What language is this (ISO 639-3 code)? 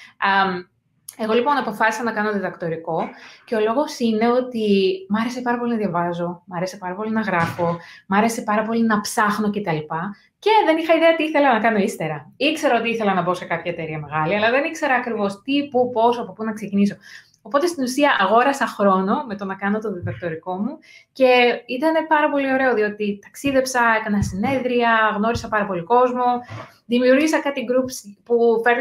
ell